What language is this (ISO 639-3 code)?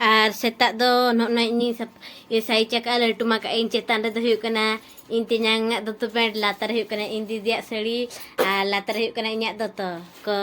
sat